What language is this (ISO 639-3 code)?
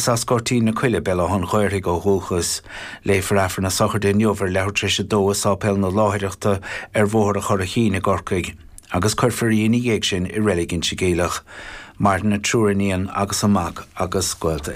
gle